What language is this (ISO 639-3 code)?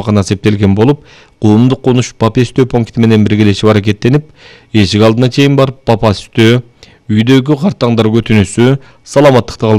kir